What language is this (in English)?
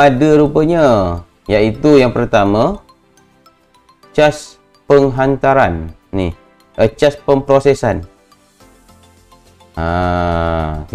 Malay